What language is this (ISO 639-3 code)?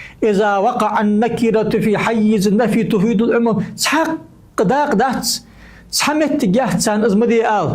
inh